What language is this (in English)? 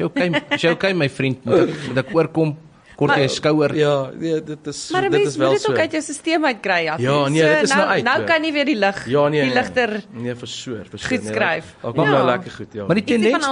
Afrikaans